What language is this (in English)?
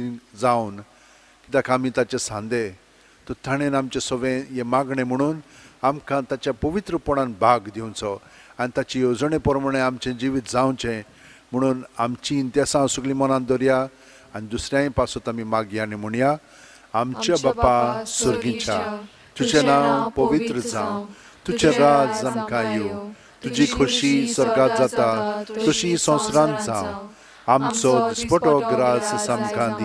Konkani